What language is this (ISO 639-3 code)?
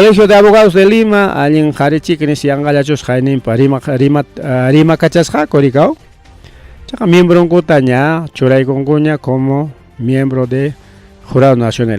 quy